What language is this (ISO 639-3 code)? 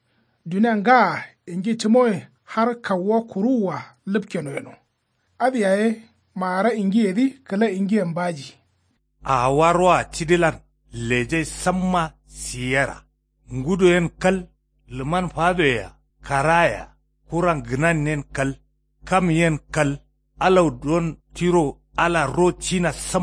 kau